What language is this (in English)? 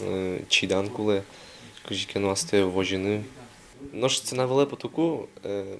Udmurt